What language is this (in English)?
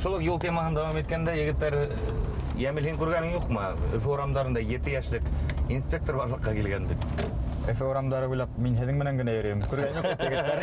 Bashkir